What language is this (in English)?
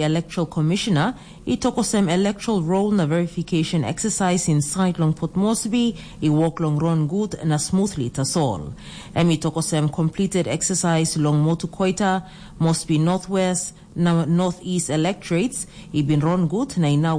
Tok Pisin